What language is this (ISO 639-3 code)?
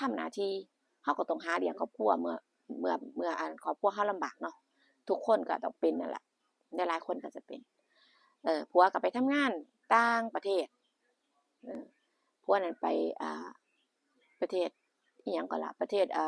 tts